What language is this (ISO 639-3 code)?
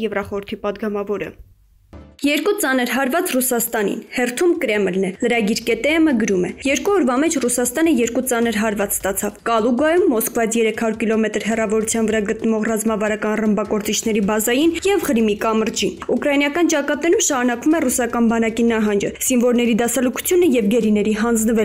hye